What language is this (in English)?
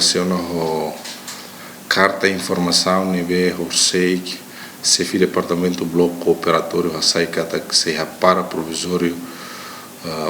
Tetum